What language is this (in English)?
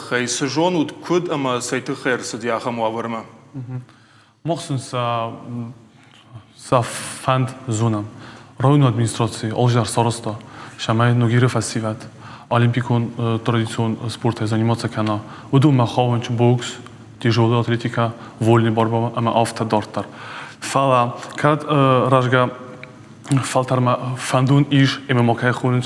Ossetic